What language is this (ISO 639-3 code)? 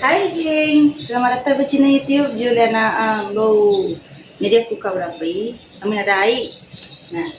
iba